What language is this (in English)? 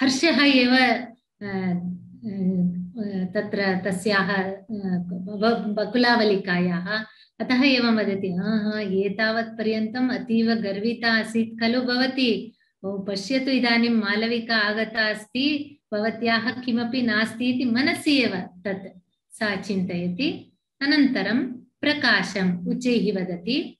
Sanskrit